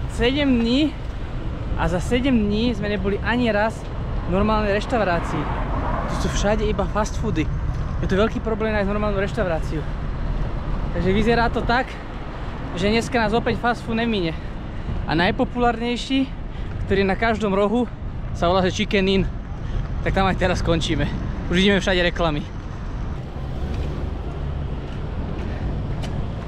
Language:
Slovak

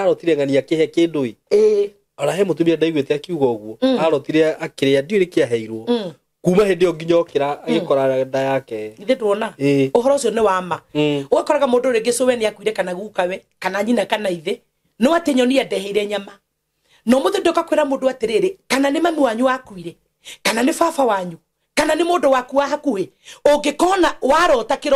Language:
Kikuyu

